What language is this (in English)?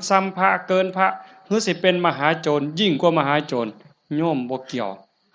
Northeastern Thai